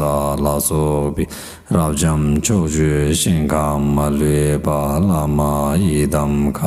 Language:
Tibetan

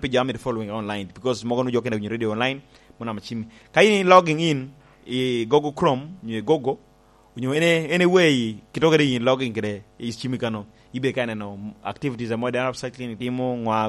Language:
Lango (Uganda)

